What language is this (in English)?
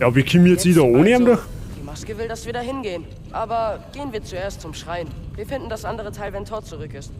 Bavarian